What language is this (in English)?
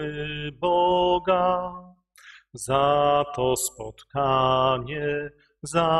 Polish